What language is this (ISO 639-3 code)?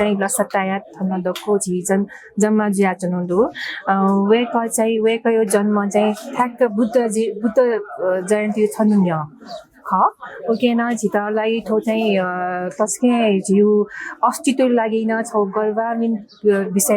new